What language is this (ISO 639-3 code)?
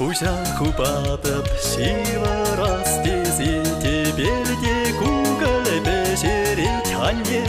chv